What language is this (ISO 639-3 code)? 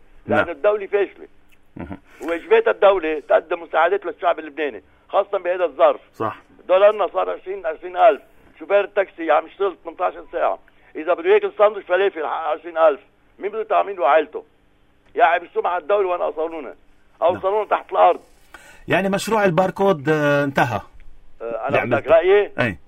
apc